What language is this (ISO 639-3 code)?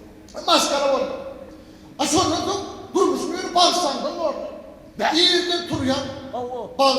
tuk